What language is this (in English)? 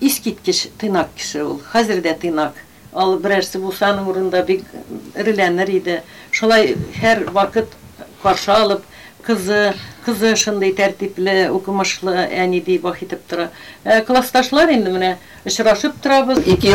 Tatar